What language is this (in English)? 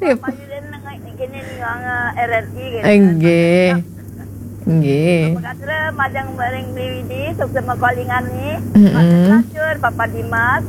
Balinese